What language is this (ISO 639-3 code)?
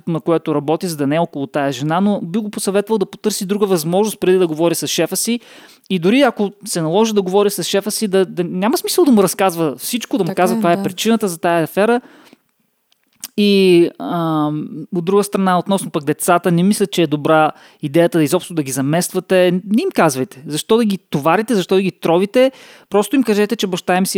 bul